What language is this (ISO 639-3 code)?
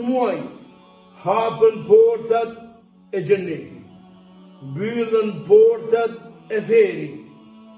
sqi